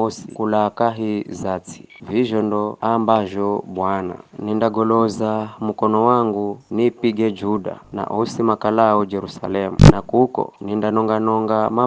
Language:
Giryama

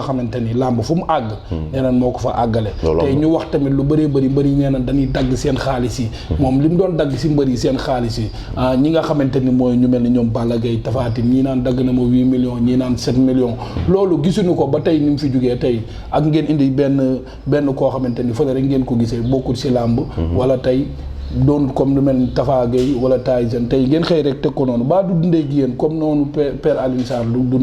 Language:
Wolof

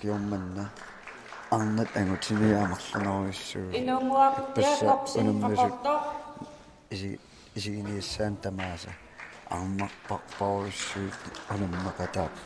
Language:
Kalaallisut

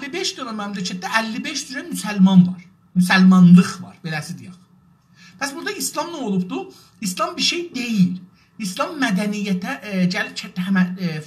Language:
South Azerbaijani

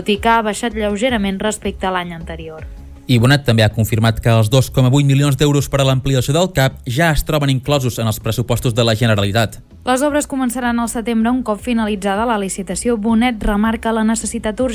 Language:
Catalan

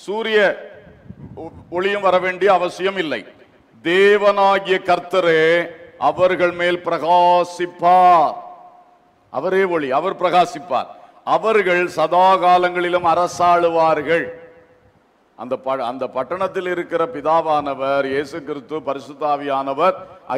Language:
Tamil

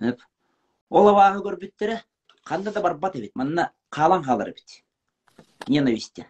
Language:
Yakut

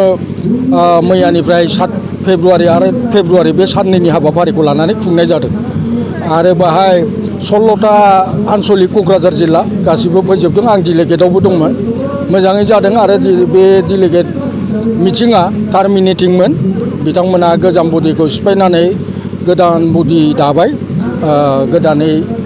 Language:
Bodo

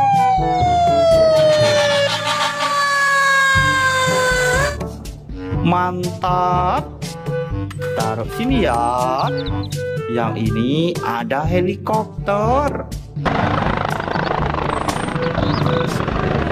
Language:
Indonesian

